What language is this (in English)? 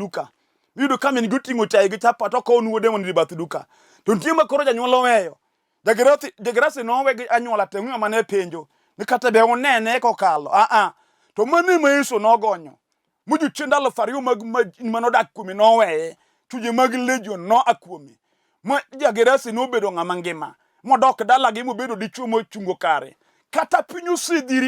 Luo (Kenya and Tanzania)